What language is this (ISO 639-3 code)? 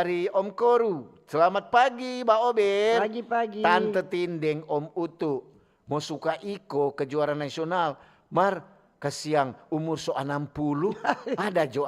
xmm